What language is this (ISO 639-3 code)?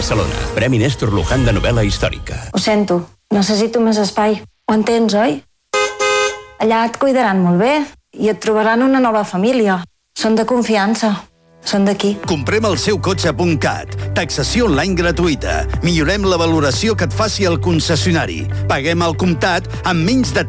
cat